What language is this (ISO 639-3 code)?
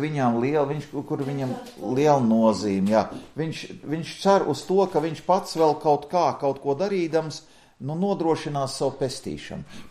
lav